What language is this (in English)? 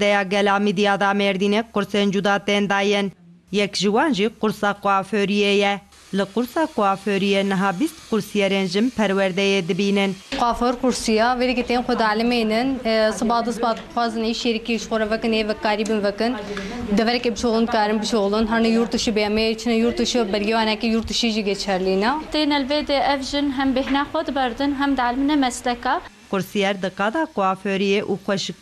Kurdish